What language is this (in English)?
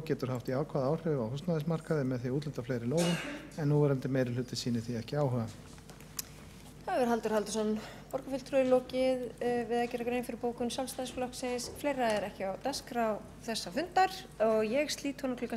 Icelandic